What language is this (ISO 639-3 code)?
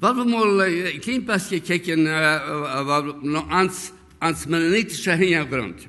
pdt